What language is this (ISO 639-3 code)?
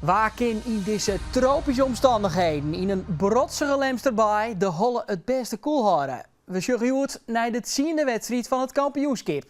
fry